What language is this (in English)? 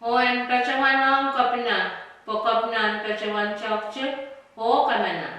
Pohnpeian